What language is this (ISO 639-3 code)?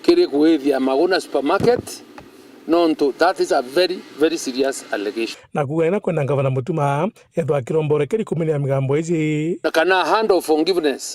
mer